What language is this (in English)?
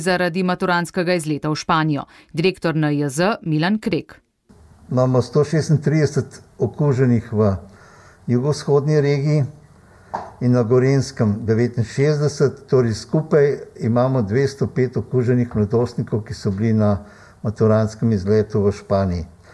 Slovenian